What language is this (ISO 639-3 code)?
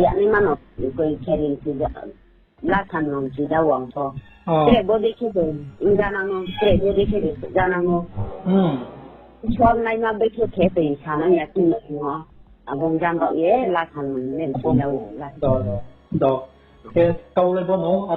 ria